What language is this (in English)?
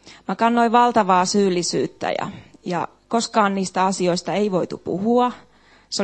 Finnish